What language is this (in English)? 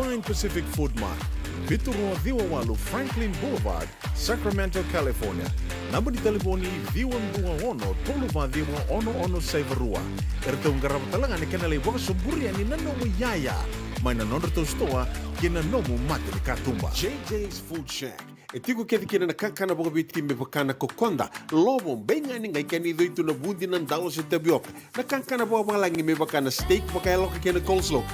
Fijian